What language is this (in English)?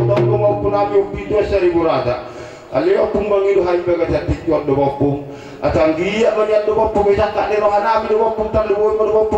Batak Toba